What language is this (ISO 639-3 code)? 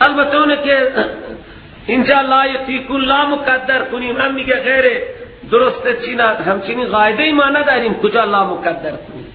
fas